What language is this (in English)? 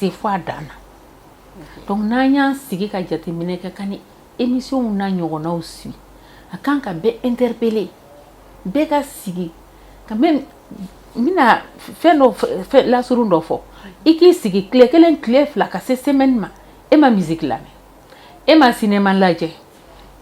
Bambara